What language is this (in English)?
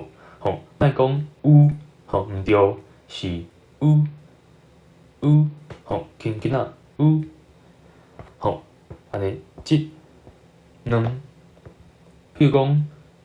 Min Nan Chinese